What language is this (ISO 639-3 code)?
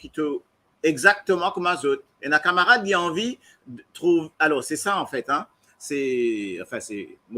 mfe